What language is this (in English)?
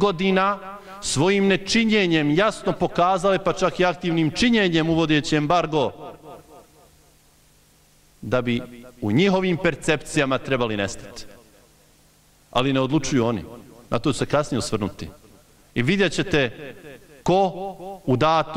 Bosnian